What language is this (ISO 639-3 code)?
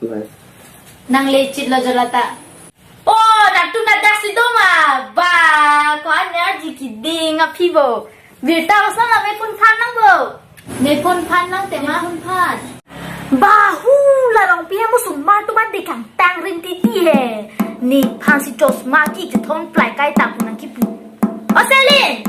mjw